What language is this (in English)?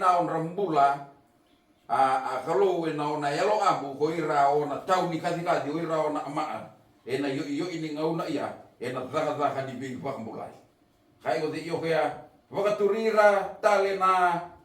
Fijian